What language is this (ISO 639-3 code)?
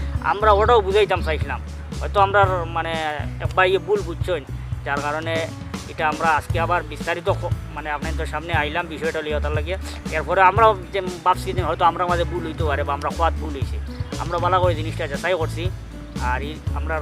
syl